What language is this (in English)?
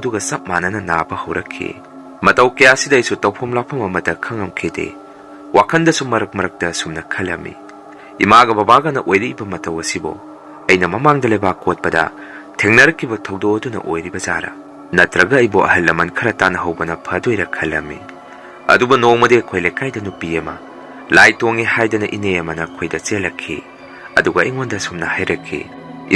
Manipuri